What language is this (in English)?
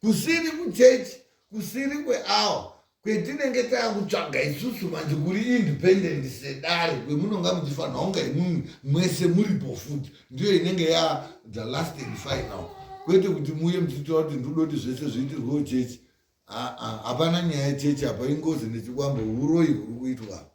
Shona